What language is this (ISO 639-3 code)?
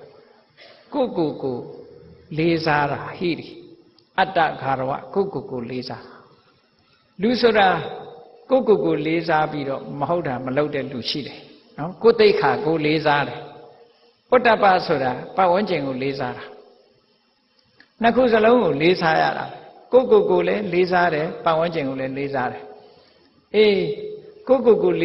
mya